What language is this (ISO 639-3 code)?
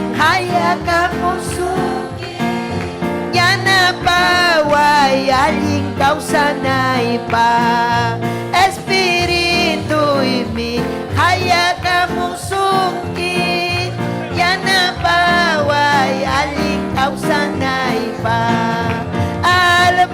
quy